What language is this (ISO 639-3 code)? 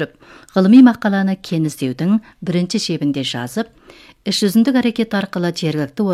kaz